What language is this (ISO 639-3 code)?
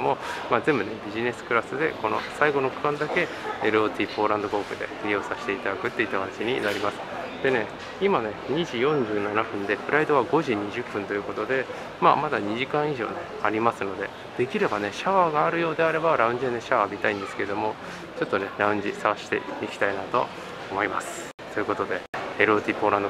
jpn